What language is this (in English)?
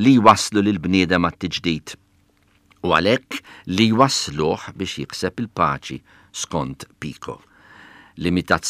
Maltese